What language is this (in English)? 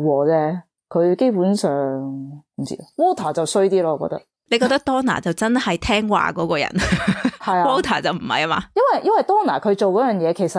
Cantonese